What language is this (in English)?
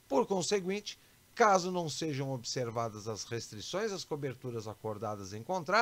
Portuguese